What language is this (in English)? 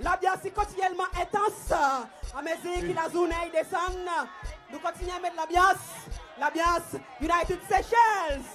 Seselwa Creole French